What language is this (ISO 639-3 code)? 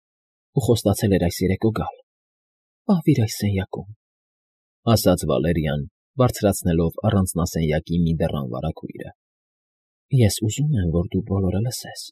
hye